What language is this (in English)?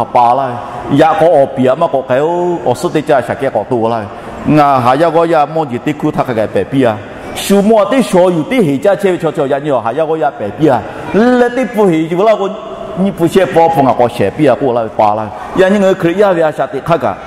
Lahu